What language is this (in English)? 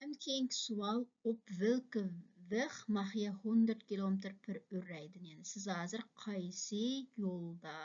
Uyghur